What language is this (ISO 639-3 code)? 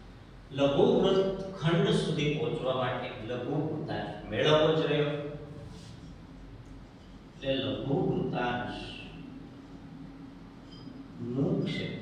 guj